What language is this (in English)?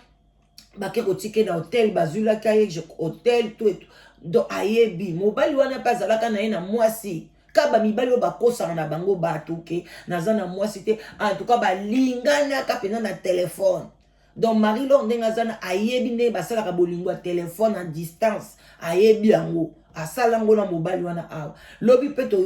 Lingala